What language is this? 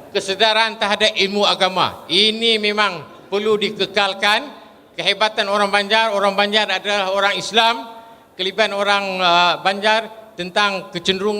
Banjar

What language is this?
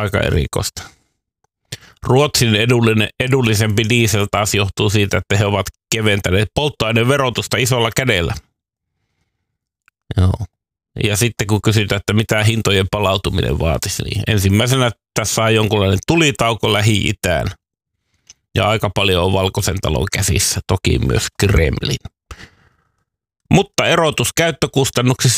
Finnish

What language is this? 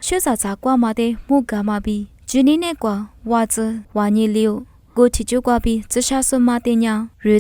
Lisu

